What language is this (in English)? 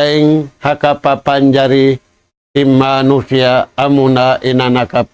Tausug